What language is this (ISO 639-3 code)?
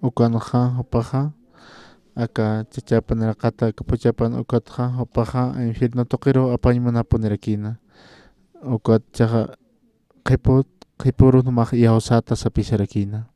aym